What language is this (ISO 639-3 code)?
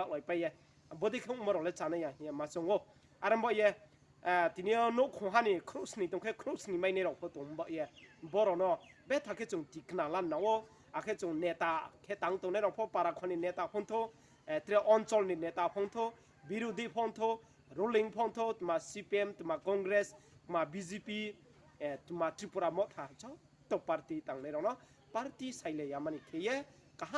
ria